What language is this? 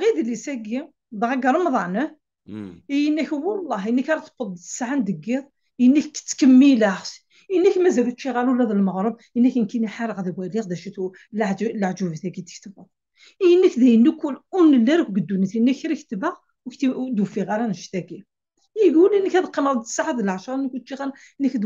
Kabyle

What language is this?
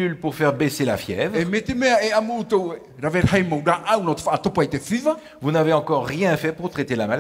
Tahitian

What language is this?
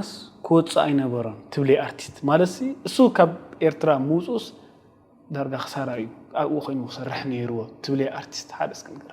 Tigrinya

